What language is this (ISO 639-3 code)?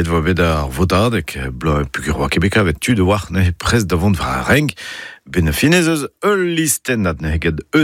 bre